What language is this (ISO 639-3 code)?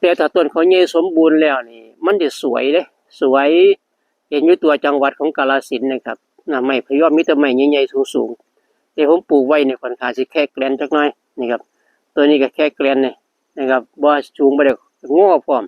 tts